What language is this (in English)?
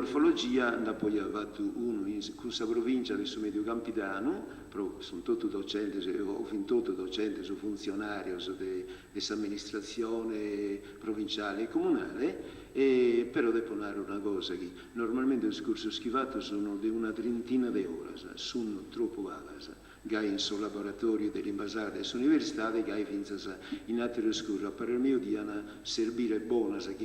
Sardinian